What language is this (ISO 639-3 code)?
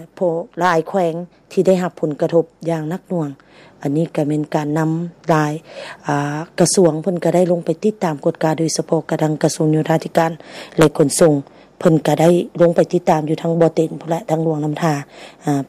lao